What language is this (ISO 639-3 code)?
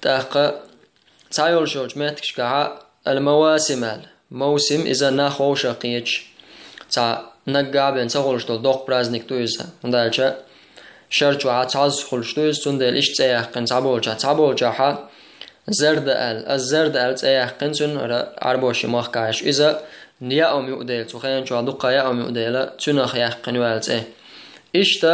che